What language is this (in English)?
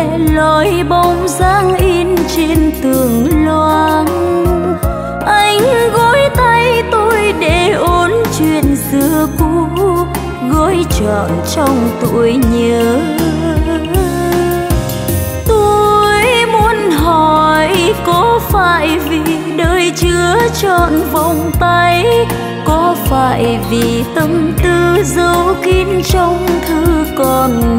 Vietnamese